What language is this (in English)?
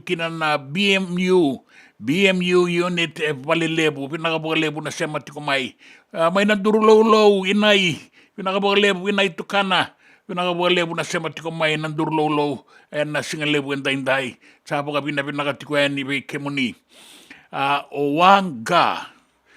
Fijian